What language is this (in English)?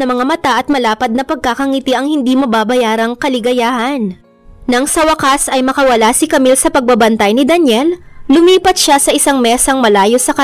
Filipino